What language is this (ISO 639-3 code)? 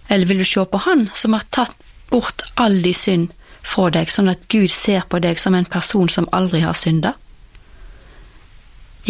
nor